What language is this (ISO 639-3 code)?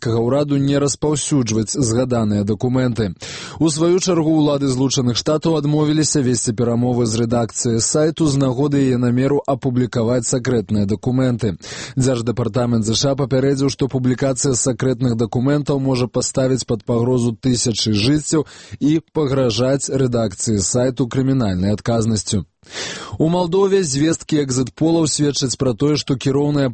bel